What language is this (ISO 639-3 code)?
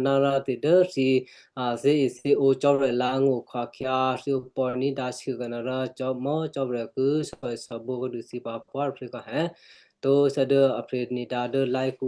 kyu